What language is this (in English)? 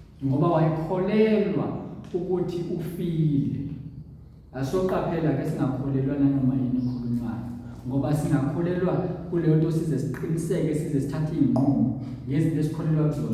Zulu